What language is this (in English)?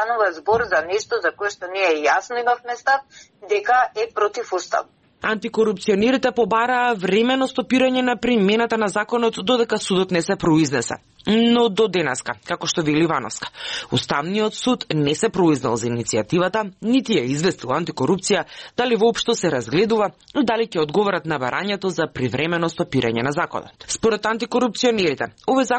Macedonian